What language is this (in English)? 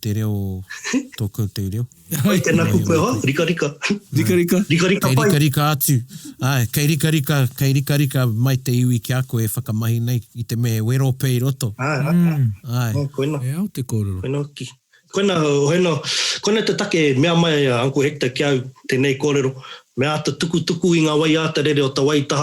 Māori